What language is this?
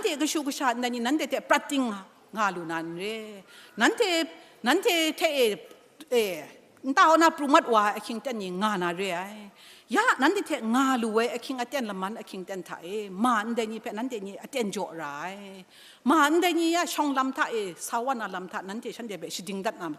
Kachin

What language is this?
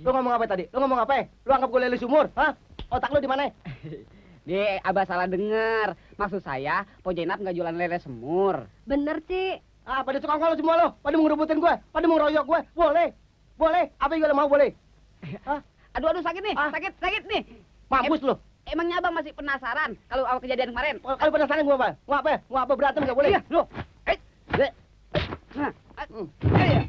Betawi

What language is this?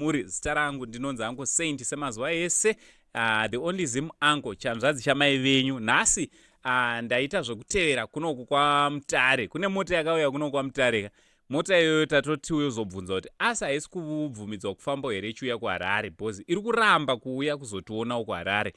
Shona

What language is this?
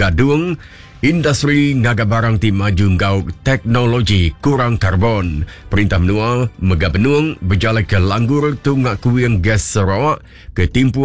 Iban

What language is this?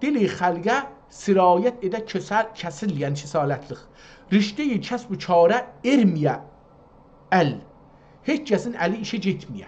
South Azerbaijani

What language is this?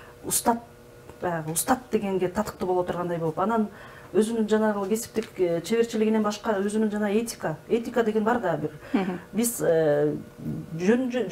Kyrgyz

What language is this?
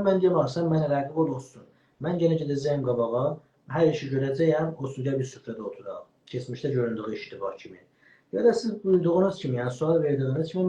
South Azerbaijani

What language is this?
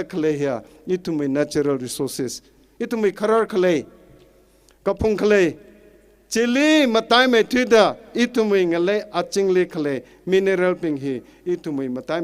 Tangkhul Naga (India)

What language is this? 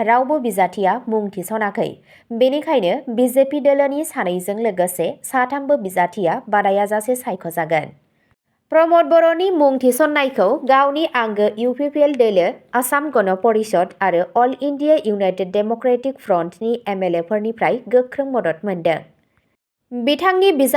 Bodo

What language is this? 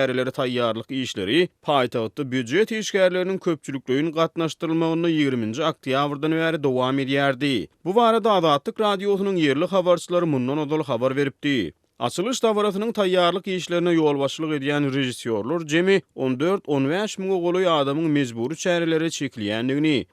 Turkmen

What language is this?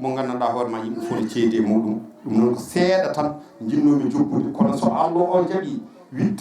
Fula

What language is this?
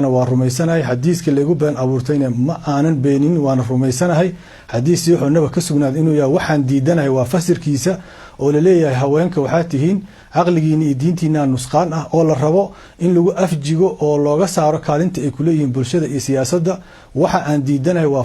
Somali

